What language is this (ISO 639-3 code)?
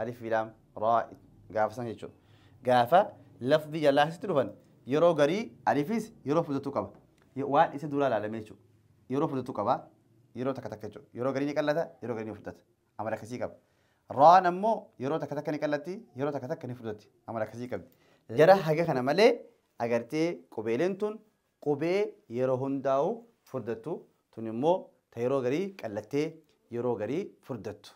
orm